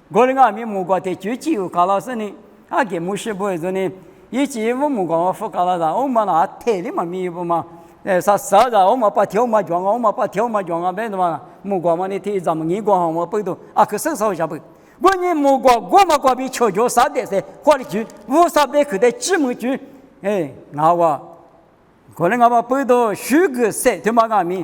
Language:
Lisu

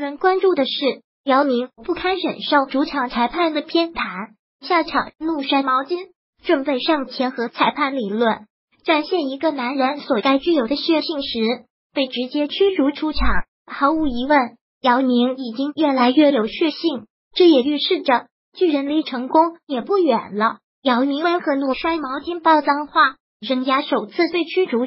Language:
Chinese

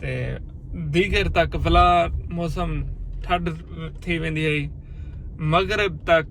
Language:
Saraiki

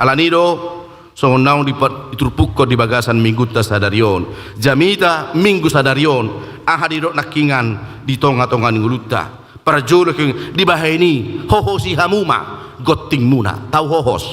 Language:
Batak Toba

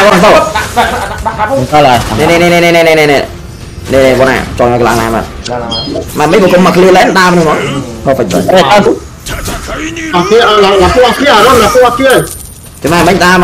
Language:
Vietnamese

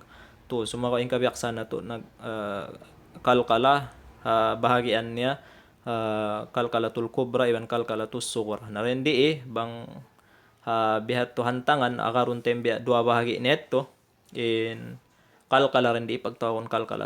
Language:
Tausug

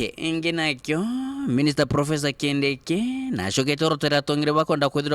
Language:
Meru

